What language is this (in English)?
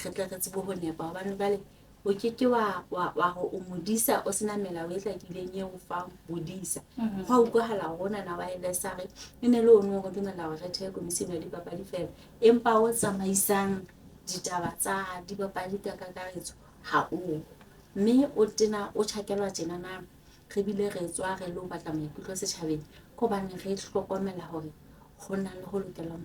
Southern Sotho